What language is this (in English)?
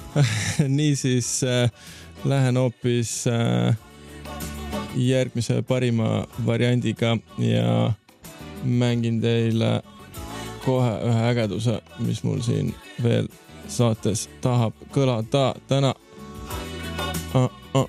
Estonian